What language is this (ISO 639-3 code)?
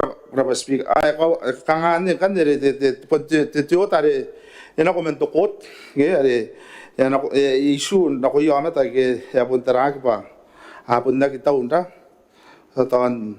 gil